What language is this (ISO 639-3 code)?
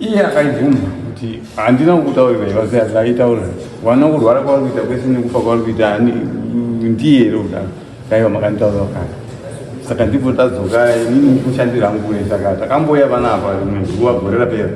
sna